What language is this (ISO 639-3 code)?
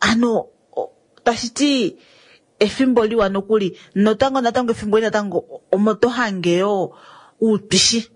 kua